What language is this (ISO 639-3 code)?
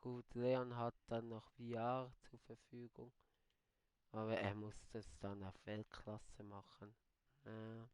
gsw